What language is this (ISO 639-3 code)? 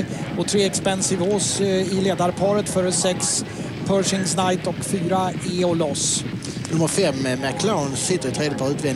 swe